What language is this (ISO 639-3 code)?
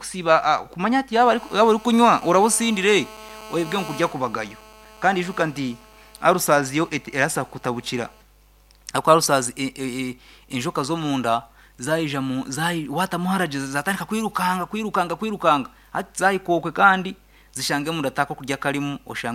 nyn